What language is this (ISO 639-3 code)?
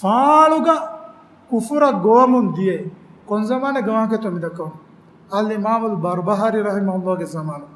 div